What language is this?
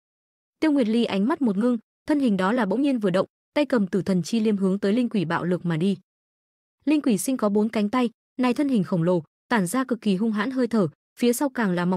Vietnamese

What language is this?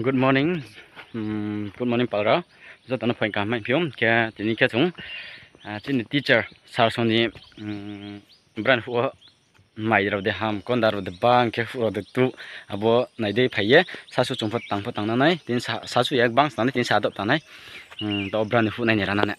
Riang (India)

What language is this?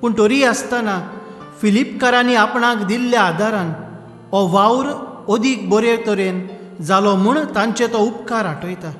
Konkani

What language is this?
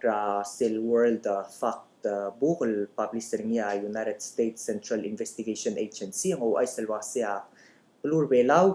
Palauan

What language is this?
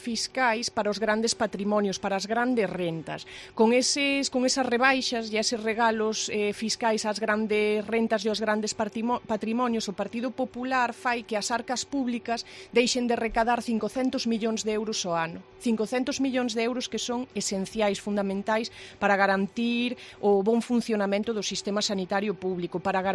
Galician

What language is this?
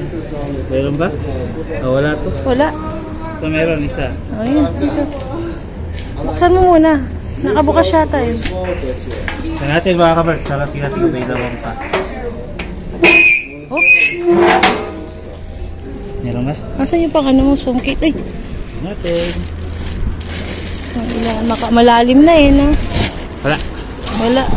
Filipino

